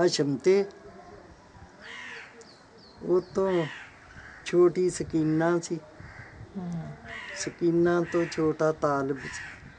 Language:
Punjabi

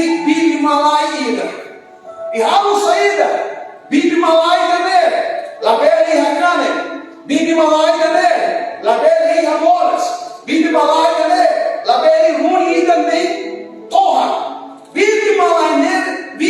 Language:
Tetum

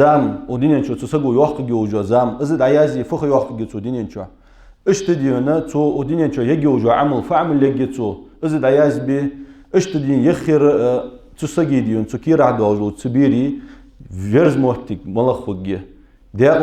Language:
Ingush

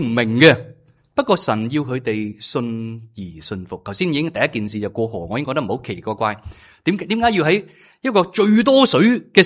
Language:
Cantonese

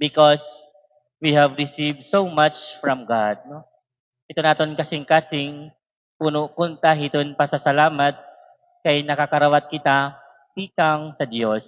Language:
Waray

